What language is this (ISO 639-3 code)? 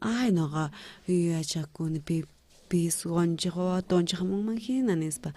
quh